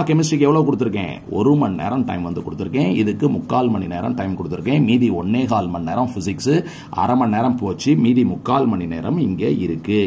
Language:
Tamil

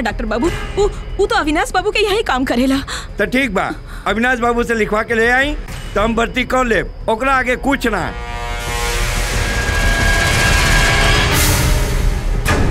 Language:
Bhojpuri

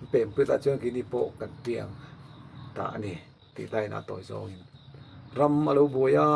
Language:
Mizo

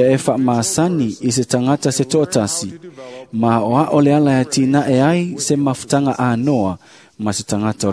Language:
Samoan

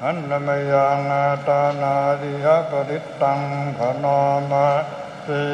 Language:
Pali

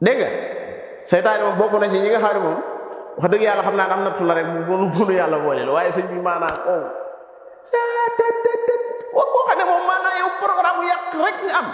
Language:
Wolof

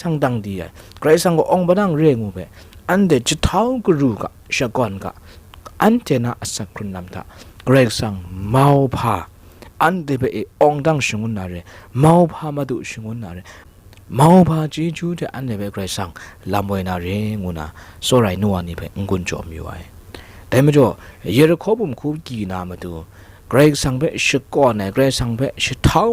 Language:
Kachin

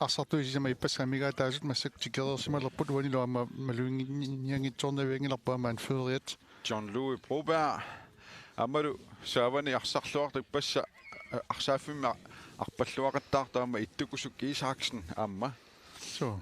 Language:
Kalaallisut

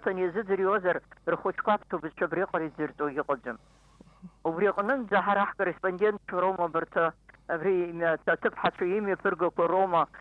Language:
Abkhazian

